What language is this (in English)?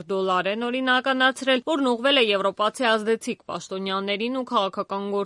Armenian